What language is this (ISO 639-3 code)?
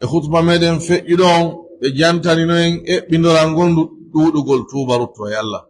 fuf